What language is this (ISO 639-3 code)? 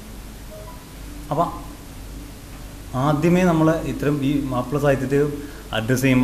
mal